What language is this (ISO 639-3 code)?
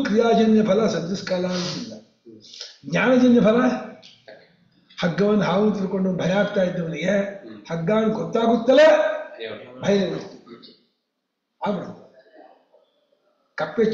kan